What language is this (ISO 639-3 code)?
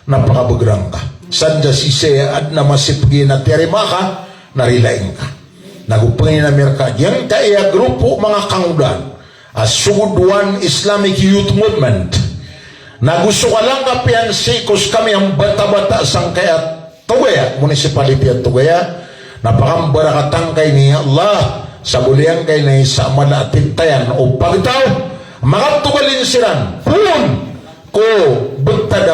mrw